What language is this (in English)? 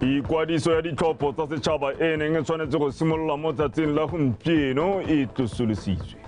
Tswana